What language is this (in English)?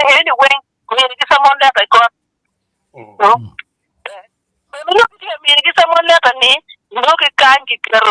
Acoli